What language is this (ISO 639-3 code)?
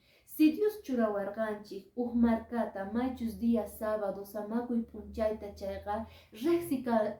que